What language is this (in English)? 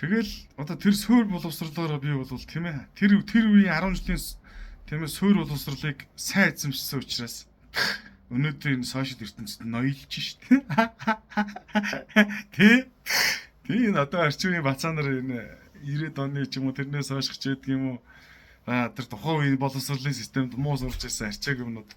Mongolian